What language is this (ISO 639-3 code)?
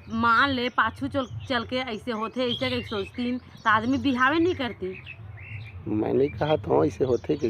hne